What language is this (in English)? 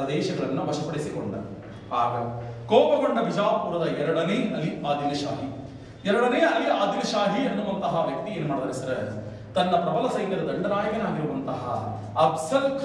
Kannada